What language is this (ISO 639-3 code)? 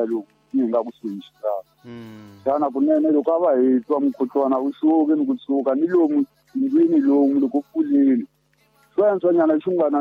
tso